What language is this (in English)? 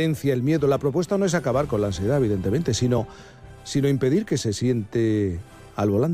Spanish